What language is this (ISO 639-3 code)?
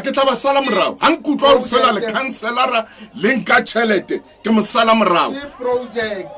sot